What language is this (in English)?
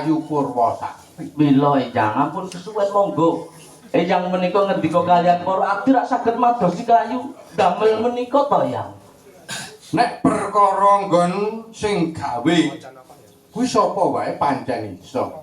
Javanese